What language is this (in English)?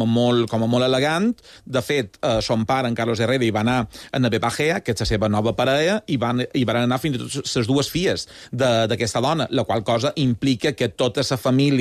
Catalan